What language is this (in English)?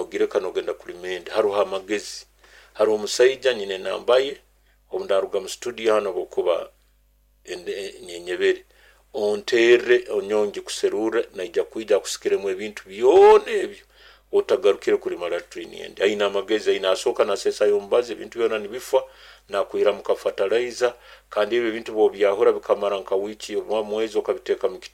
Nyoro